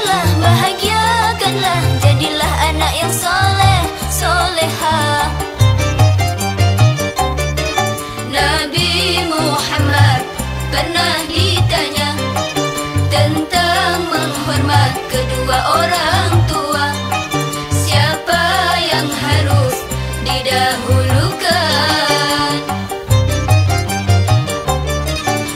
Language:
Malay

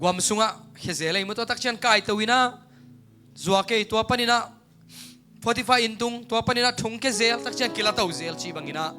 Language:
Tedim Chin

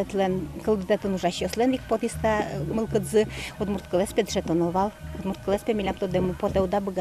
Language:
Udmurt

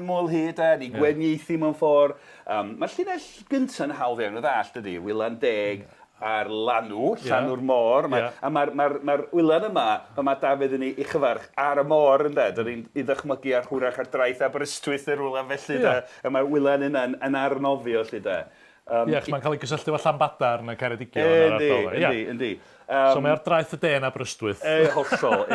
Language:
Welsh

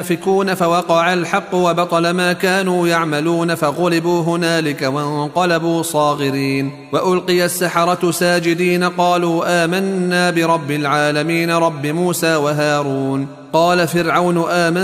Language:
Arabic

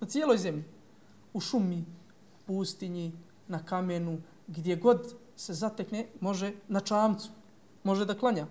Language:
Bosnian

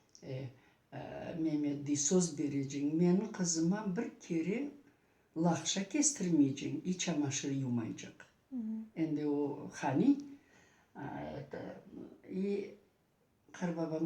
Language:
Crimean Tatar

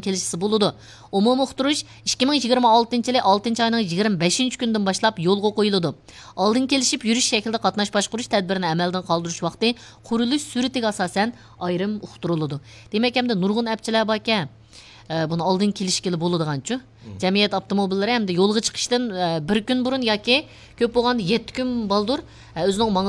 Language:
Uyghur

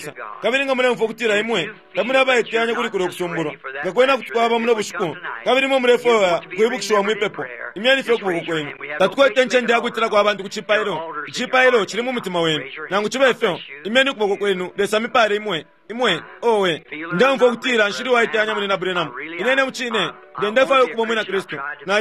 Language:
Bemba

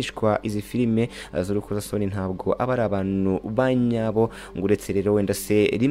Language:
Kinyarwanda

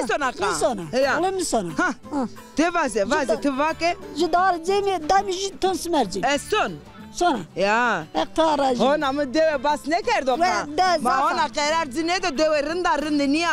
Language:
Zaza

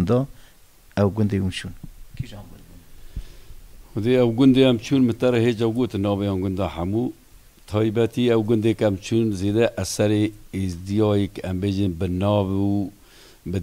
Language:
Kurdish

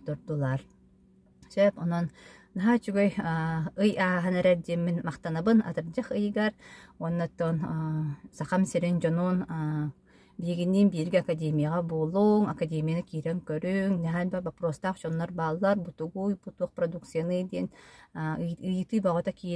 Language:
Yakut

